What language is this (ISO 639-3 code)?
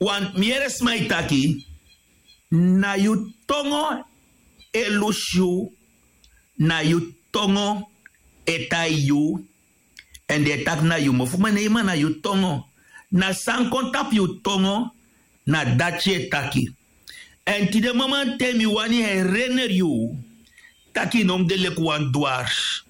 srn